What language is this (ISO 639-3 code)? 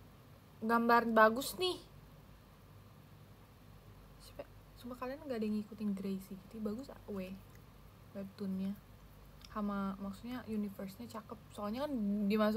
ind